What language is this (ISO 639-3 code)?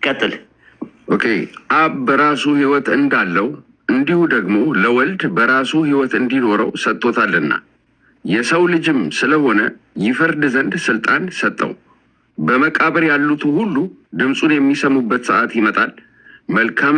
amh